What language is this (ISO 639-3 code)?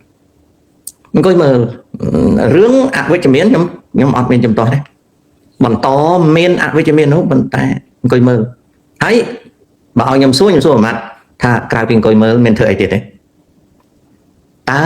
khm